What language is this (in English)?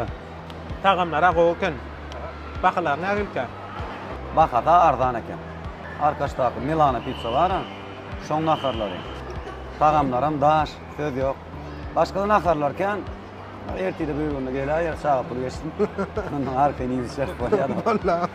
Turkmen